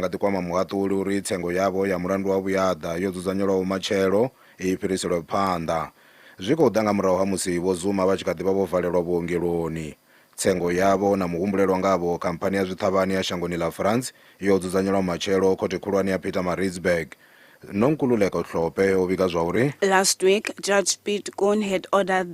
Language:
Venda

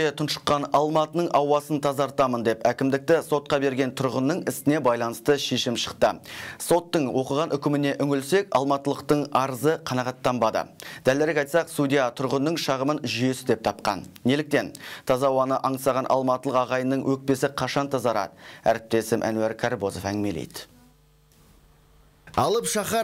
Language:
Kazakh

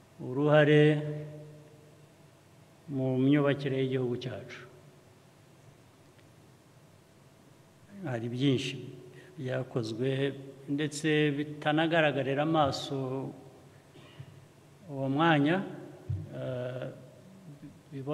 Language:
Kinyarwanda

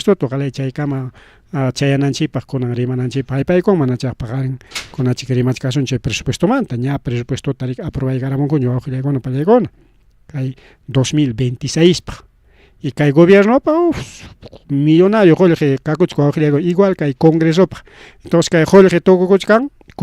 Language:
Ayacucho Quechua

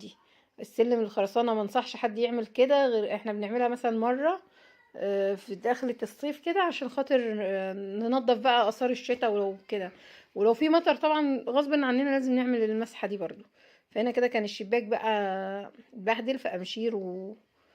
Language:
Egyptian Arabic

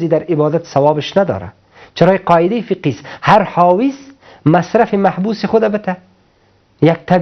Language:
Persian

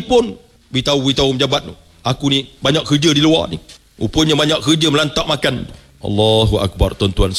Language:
Malay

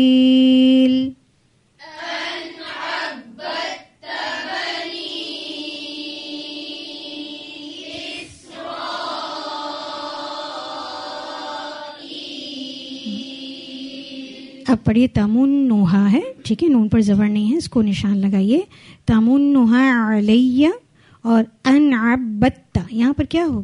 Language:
Arabic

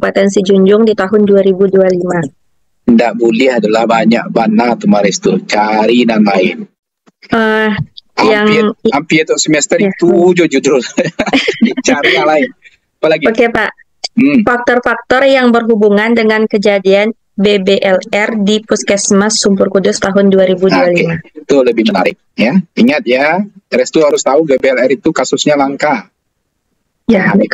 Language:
Indonesian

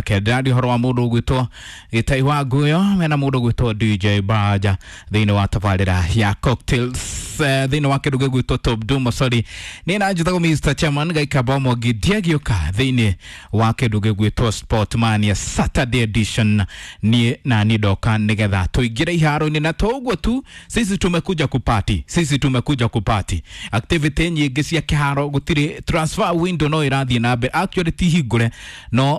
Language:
Kikuyu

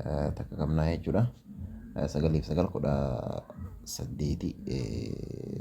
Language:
Oromo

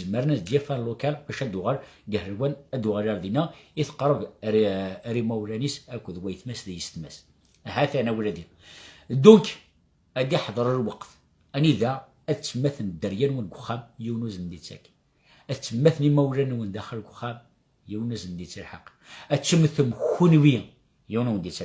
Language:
Kabyle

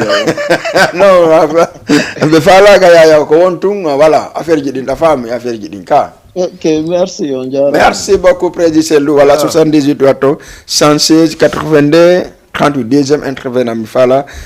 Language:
Fula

